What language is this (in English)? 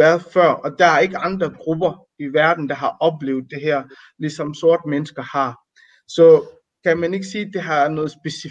Danish